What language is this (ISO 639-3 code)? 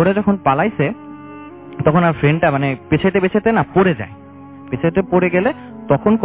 ben